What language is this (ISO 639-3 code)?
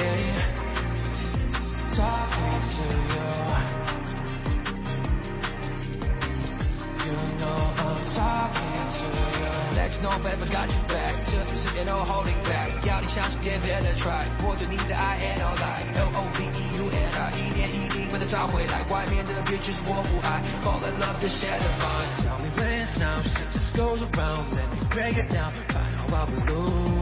zho